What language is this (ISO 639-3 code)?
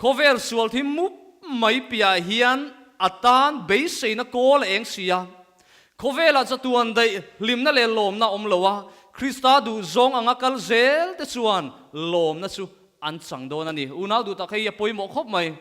lus